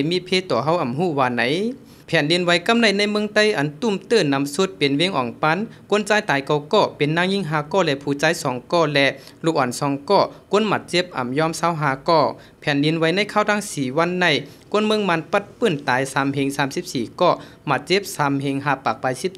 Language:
Shan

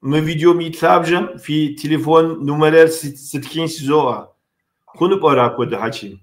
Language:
Kabardian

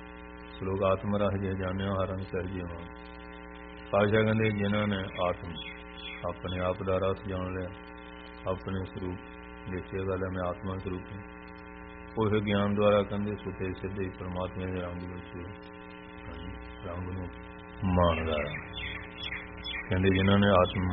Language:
Punjabi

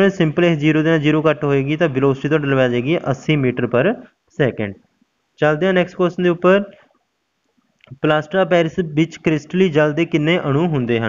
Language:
Punjabi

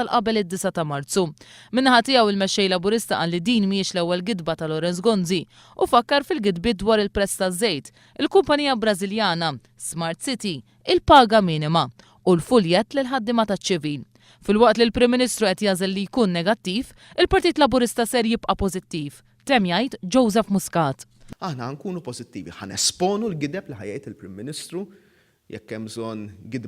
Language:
Maltese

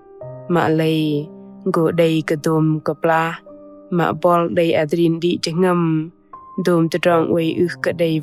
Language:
Bahnar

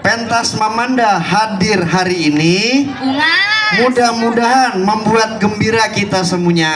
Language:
Banjar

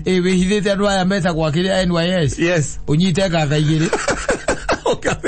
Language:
Kikuyu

